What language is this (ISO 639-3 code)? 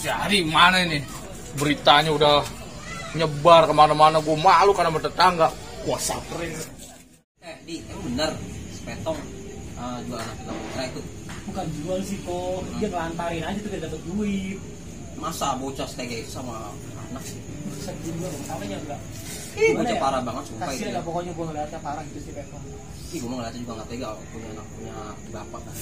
bew